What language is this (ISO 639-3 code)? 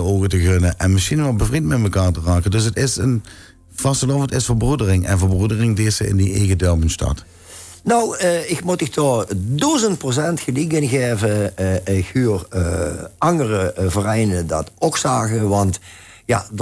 lim